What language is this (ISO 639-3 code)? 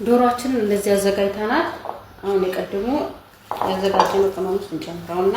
amh